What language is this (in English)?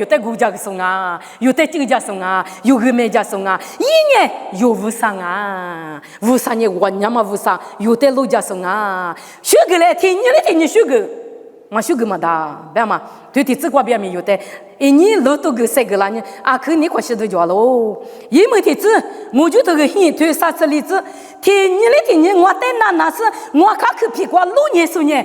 Lisu